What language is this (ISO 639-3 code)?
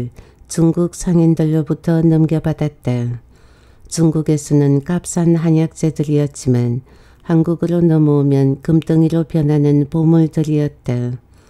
kor